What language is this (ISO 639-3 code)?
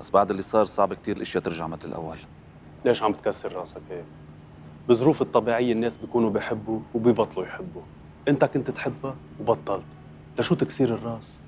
apc